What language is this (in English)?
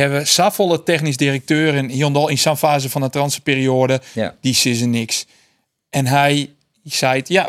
Western Frisian